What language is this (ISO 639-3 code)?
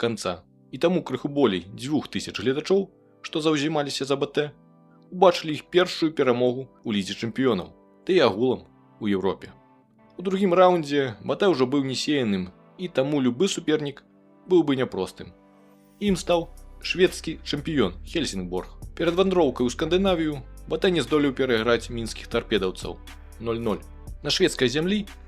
bel